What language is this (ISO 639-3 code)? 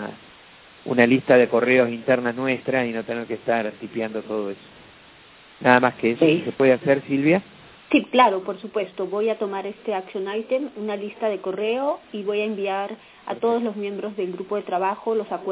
spa